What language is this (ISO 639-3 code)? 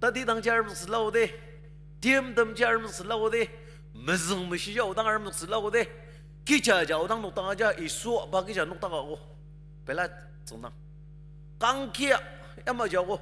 njo